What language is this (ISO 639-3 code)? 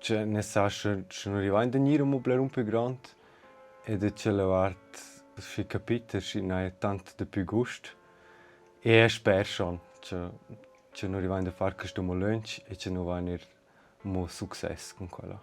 roh